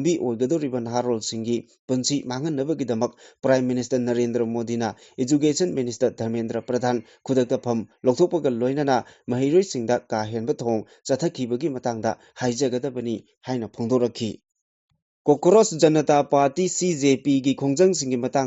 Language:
Manipuri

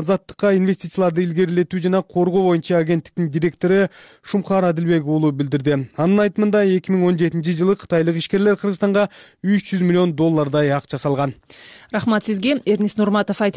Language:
Kyrgyz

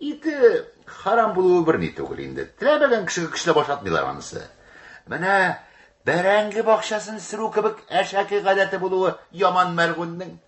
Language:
Tatar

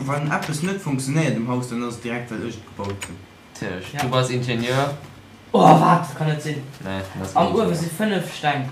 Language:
Luxembourgish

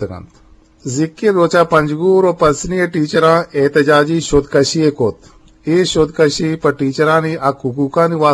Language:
Eastern Balochi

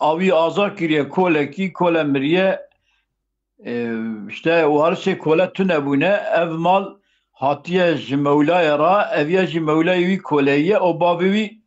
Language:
Kurdish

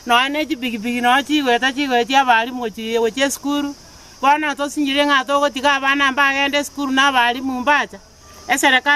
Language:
Gusii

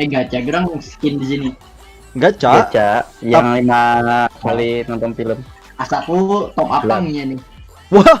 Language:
Banjar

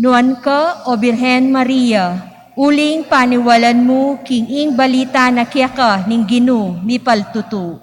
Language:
Pampanga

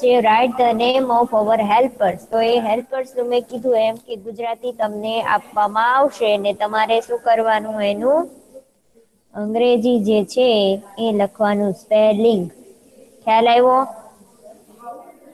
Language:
Gujarati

